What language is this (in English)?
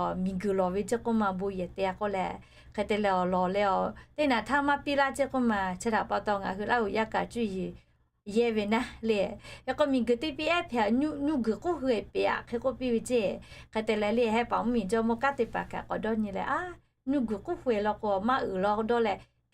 Lahu